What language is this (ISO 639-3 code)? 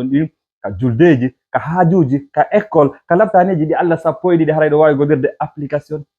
ful